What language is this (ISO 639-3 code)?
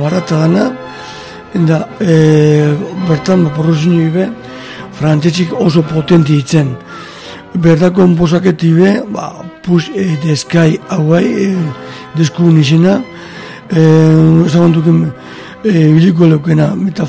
eus